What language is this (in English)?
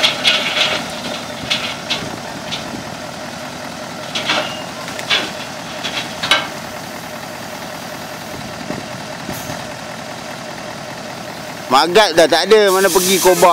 Malay